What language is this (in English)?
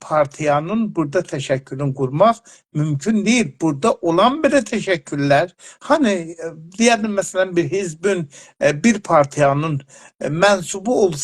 South Azerbaijani